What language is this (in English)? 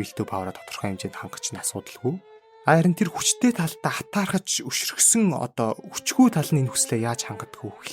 Mongolian